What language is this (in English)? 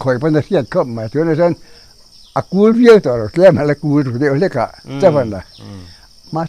Mizo